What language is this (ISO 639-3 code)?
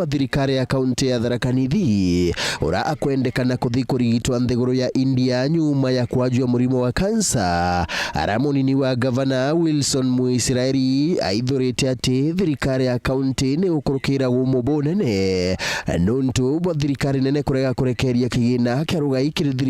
mer